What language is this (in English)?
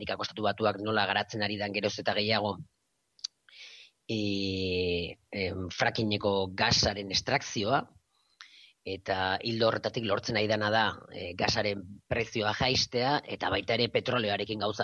Basque